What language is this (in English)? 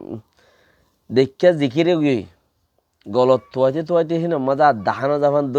Rohingya